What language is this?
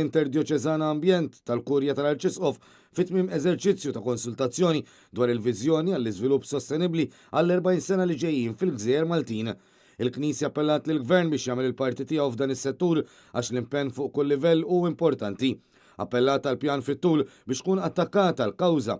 Maltese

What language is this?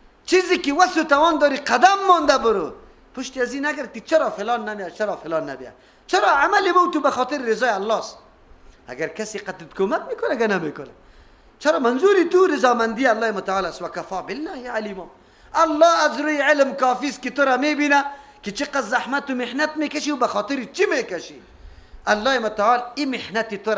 Persian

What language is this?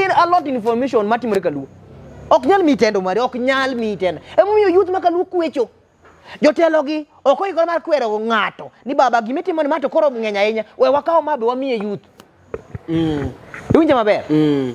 Luo (Kenya and Tanzania)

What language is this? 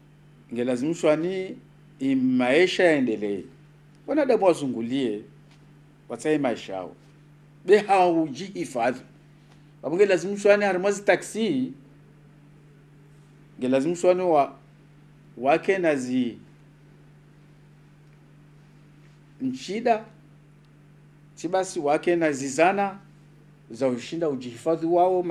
Swahili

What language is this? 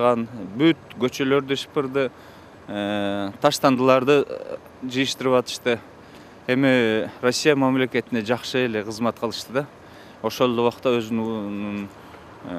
Kyrgyz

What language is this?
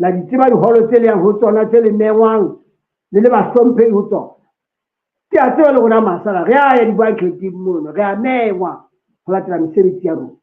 Southern Sotho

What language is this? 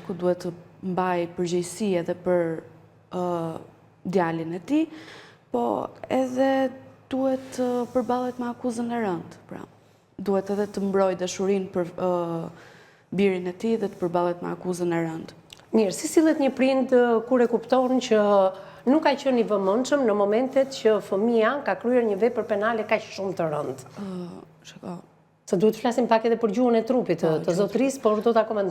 Albanian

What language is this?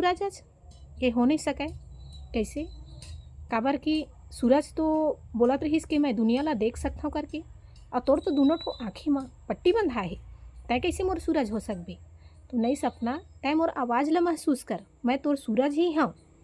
Chhattisgarhi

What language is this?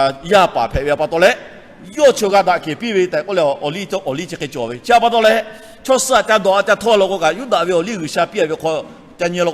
Lahu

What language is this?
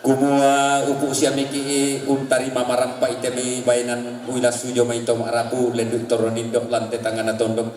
Toraja-Sa'dan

